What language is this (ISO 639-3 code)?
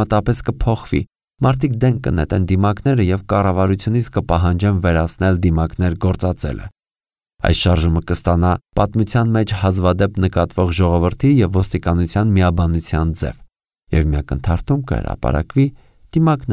hye